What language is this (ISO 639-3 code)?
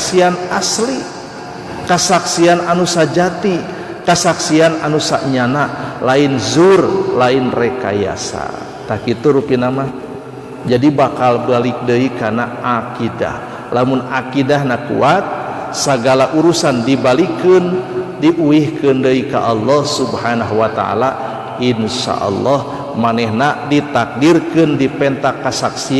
sun